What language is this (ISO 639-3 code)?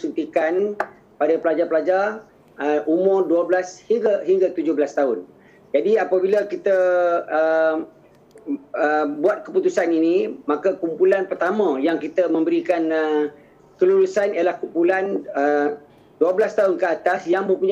msa